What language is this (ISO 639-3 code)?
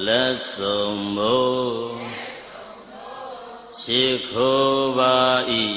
mya